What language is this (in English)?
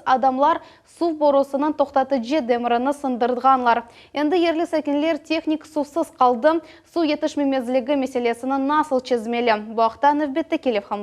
Crimean Tatar